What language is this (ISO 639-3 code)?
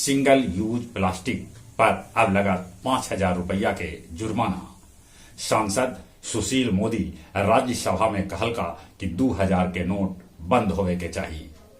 mag